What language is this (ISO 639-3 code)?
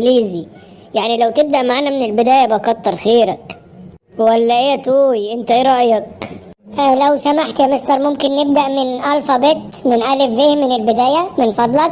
arz